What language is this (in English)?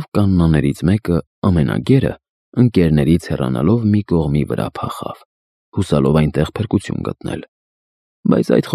Armenian